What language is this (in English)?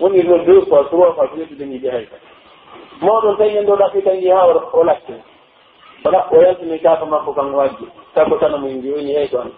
Pular